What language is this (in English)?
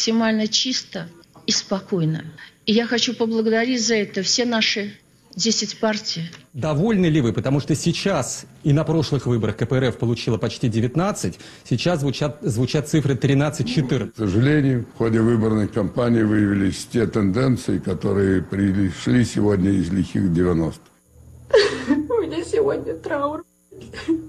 Russian